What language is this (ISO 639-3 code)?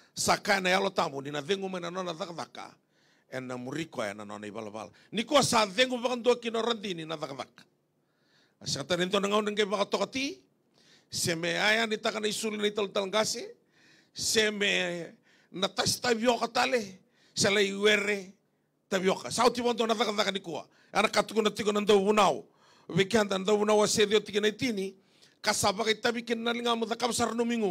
fij